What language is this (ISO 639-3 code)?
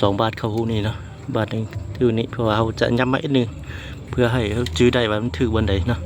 lao